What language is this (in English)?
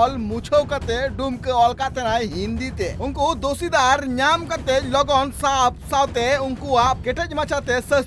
Santali